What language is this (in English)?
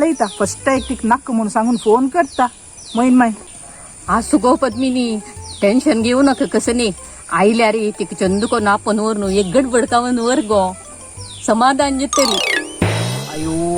Konkani